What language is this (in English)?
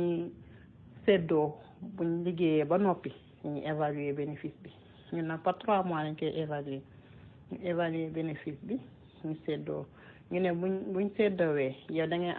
Wolof